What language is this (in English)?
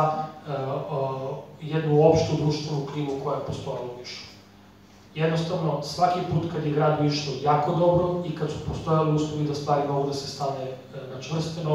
Serbian